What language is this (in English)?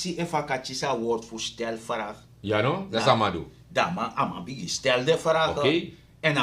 Sranan Tongo